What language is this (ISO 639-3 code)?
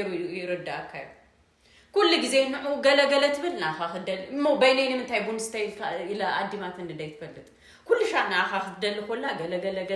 tir